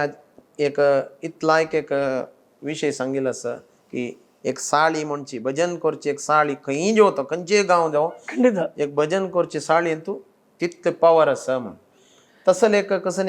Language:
Konkani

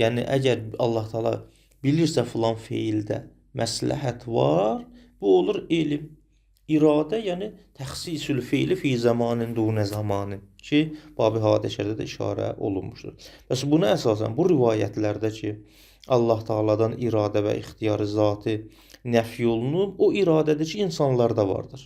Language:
Azerbaijani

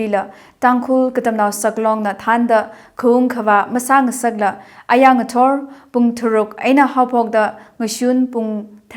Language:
Tangkhul Naga (India)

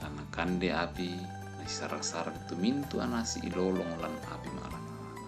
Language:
Toraja-Sa'dan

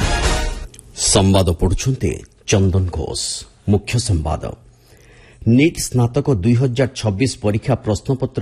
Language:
Odia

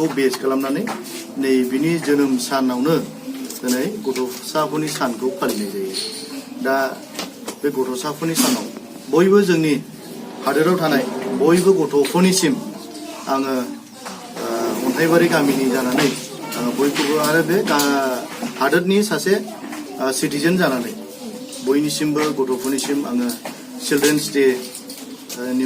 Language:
Bodo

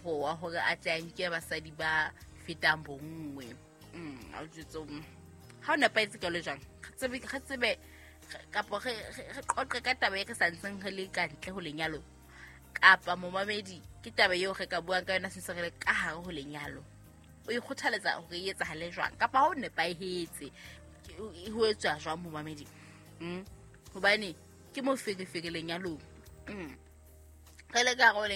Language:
Southern Sotho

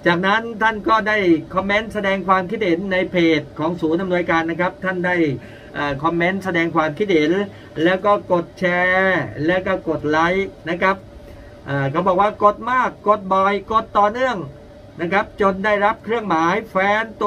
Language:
Thai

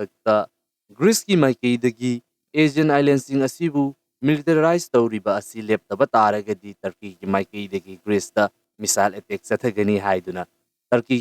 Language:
Manipuri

